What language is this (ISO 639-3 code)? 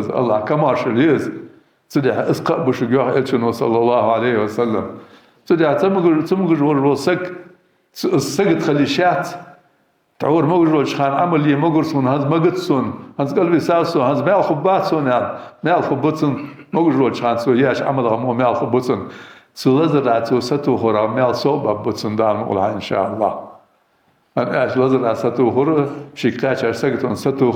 inh